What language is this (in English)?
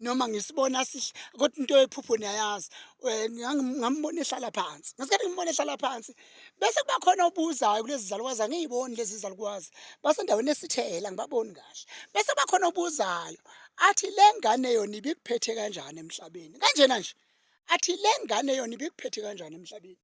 Zulu